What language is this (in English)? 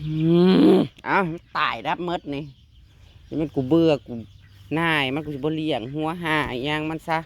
Northeastern Thai